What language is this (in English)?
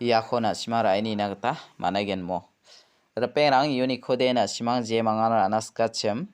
Garo